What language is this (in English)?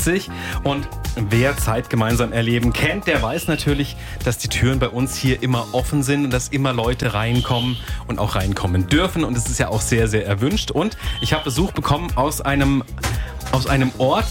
German